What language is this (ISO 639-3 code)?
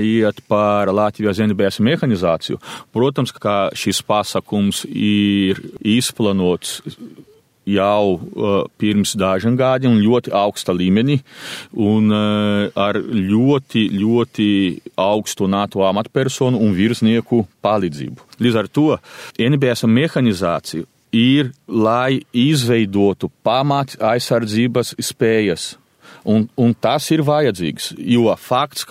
lav